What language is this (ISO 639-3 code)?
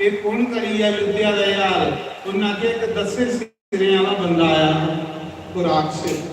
doi